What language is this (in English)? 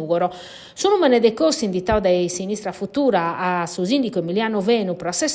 Sardinian